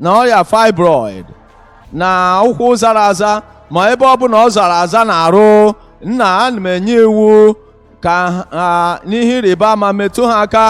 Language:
Igbo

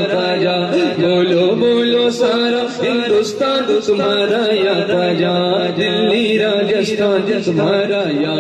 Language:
Urdu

